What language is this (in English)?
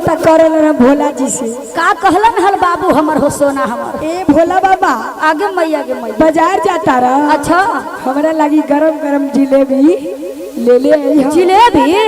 Magahi